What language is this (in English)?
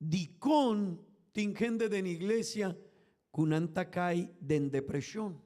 Papiamento